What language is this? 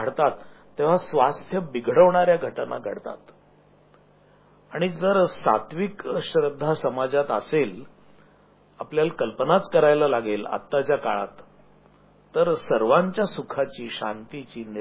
Marathi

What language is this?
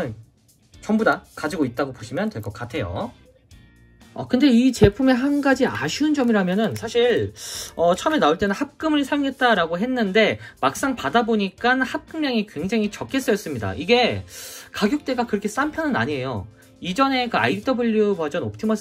Korean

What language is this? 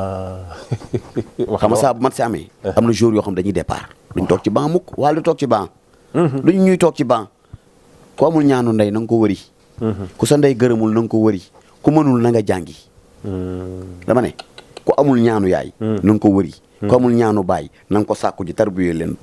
Wolof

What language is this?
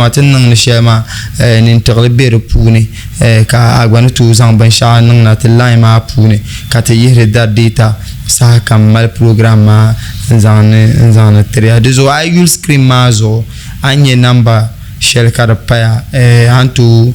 Dagbani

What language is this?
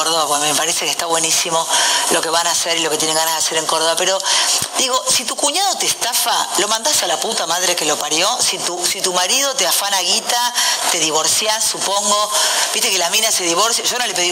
Spanish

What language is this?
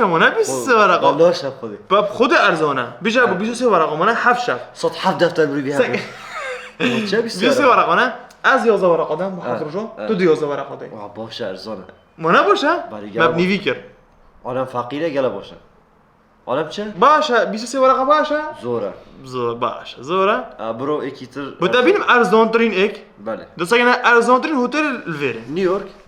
Kurdish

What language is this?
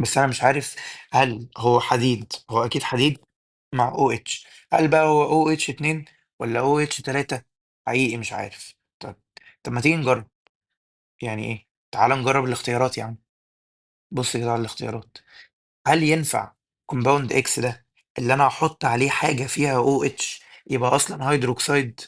Egyptian Arabic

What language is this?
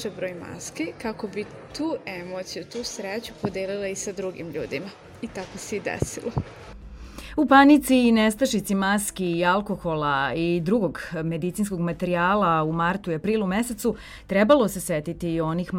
Serbian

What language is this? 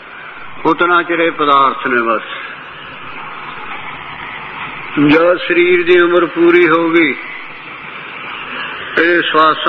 Punjabi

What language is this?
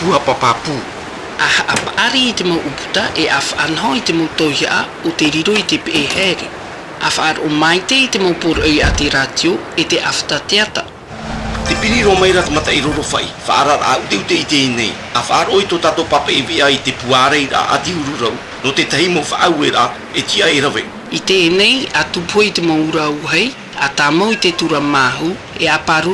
Tahitian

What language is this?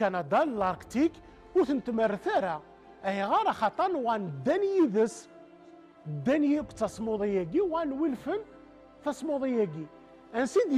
Kabyle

